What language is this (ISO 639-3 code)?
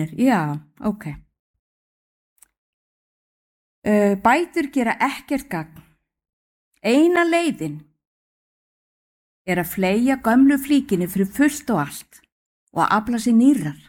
isl